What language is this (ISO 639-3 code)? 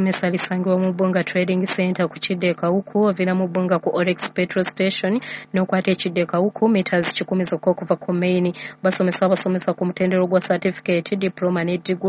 lug